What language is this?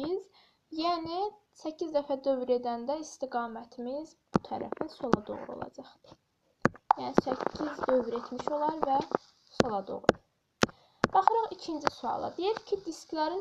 Azerbaijani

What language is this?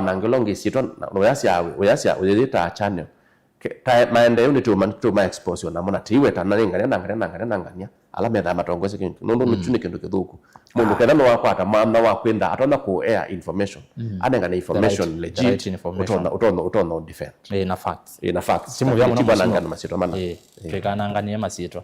Kamba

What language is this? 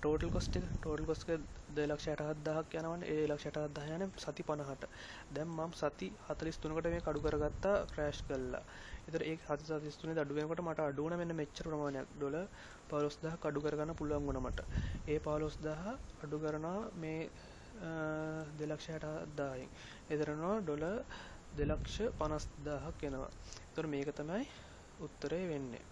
Sinhala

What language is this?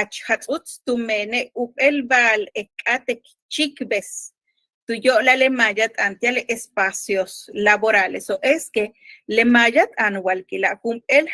Yucateco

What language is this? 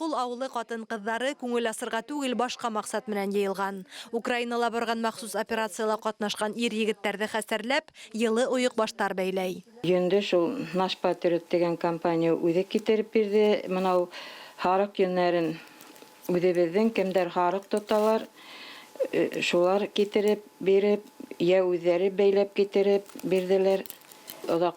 Bashkir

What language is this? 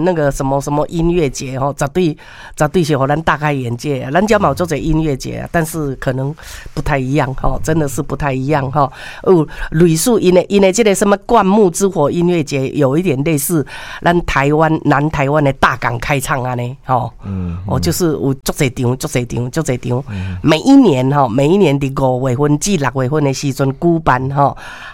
Min Nan Chinese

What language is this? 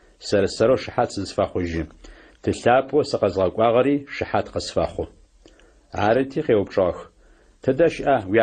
Adyghe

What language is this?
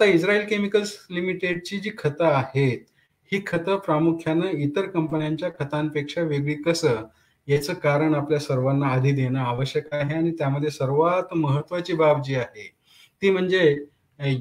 Marathi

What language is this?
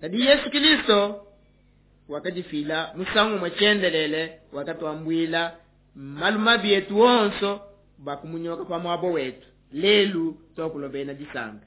Luba-Lulua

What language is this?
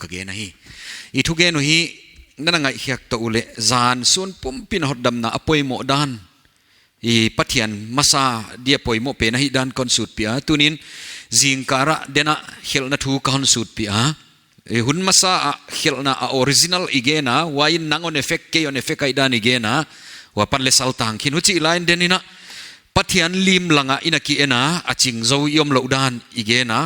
Paite Chin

